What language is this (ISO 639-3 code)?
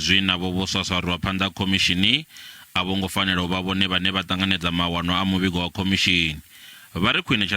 ven